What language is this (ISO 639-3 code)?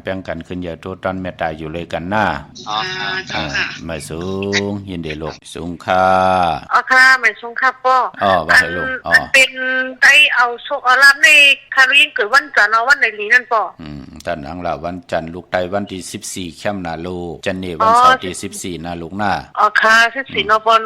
shn